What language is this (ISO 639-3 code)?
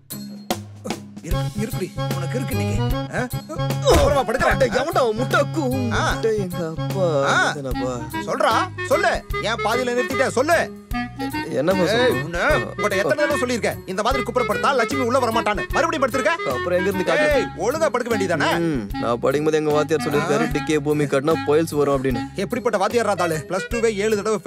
tam